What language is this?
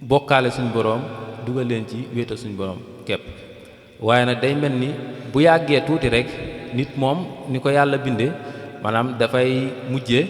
Wolof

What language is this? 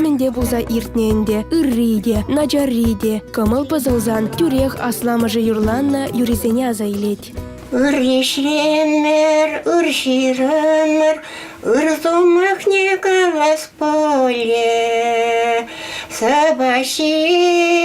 Chuvash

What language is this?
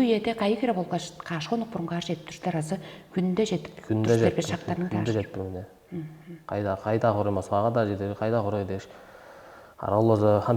Tuvinian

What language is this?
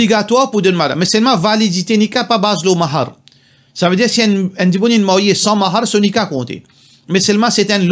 Morisyen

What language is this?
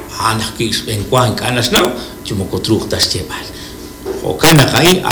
Kekchí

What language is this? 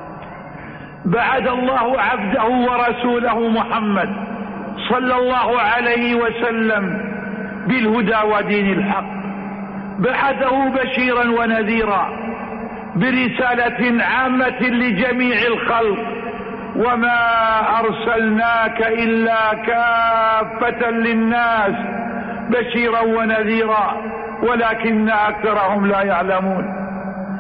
Arabic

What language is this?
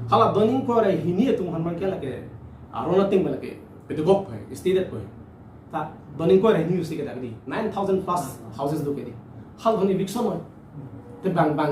Karbi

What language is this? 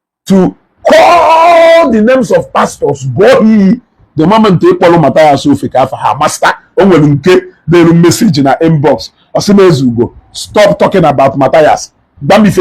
Igbo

